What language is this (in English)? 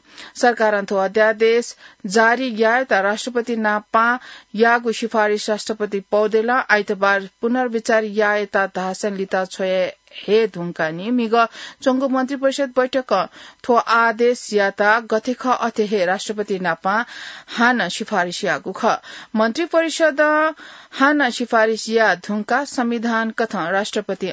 Newari